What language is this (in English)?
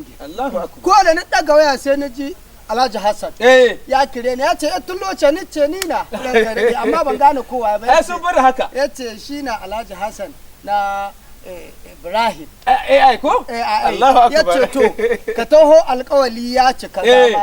Hausa